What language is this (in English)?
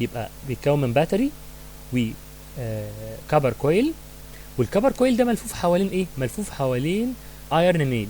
Egyptian Arabic